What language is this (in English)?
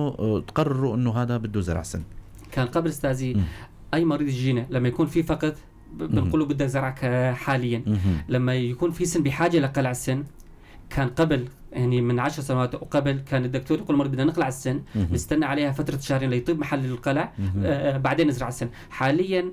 North Levantine Arabic